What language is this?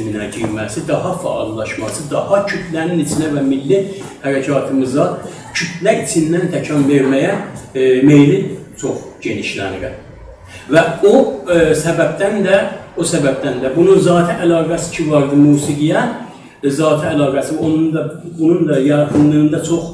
South Azerbaijani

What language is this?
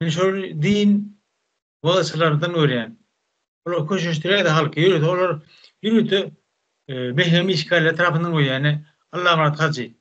Turkmen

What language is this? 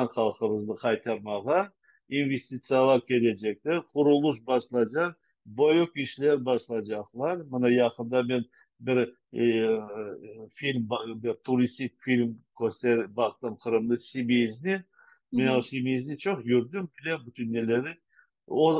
Crimean Tatar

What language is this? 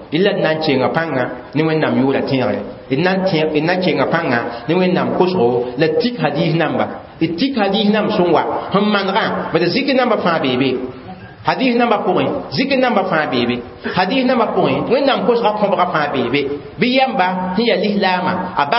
Mossi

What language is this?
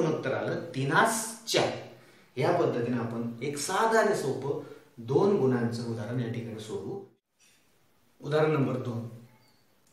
Marathi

